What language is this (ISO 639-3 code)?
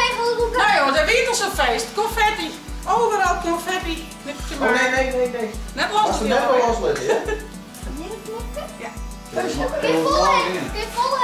fry